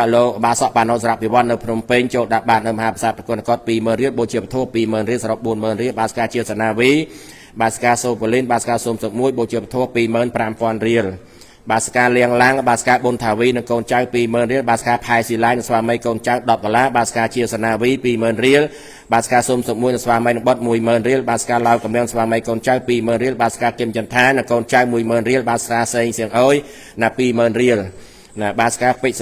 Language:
Khmer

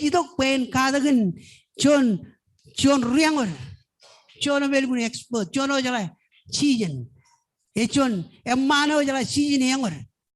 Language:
Marshallese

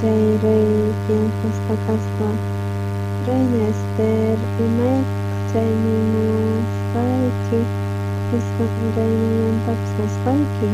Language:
South Bolivian Quechua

